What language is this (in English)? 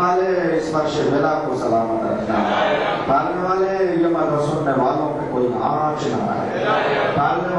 Urdu